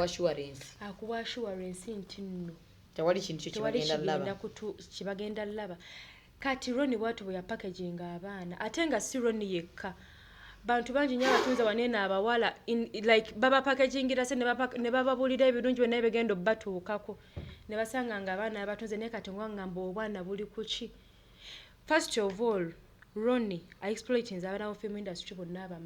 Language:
Ganda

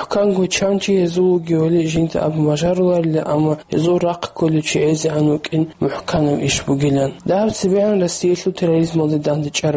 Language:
Avaric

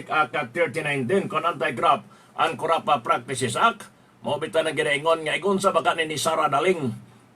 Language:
Cebuano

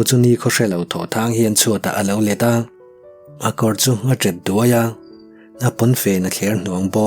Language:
Mizo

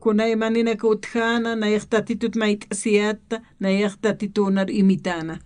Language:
Aymara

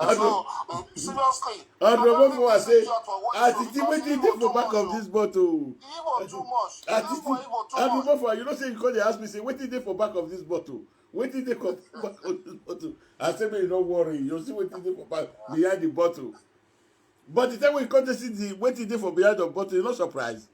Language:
Nigerian Pidgin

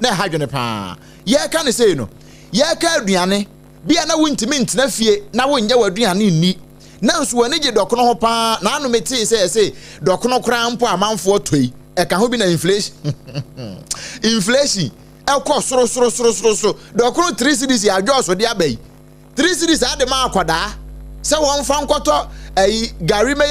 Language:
Akan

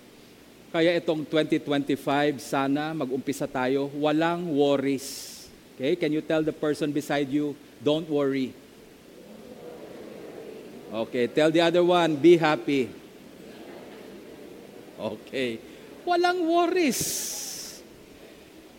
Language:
Filipino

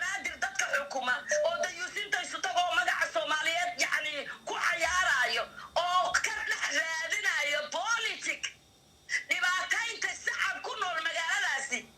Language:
Somali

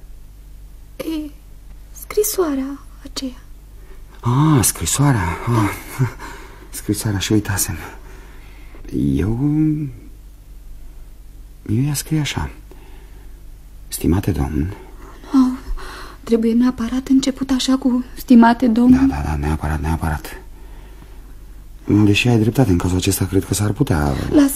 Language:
Romanian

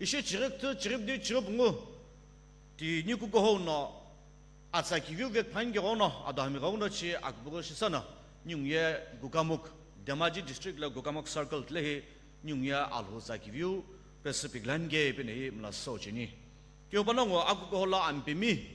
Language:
Sumi Naga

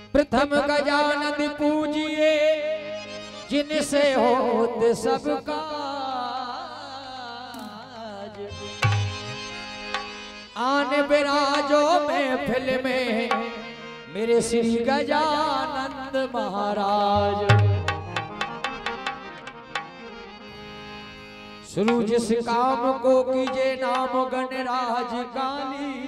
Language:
Hindi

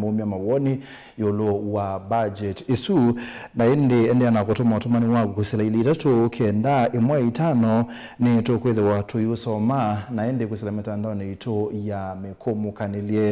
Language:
Kamba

